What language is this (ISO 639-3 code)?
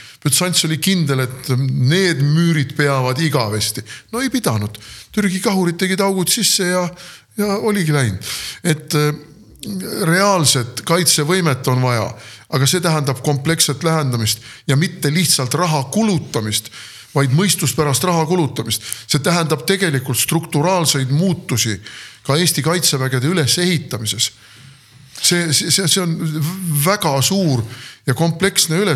est